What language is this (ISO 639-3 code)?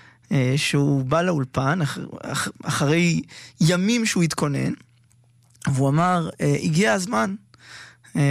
heb